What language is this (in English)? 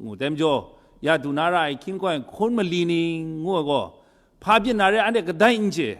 Kachin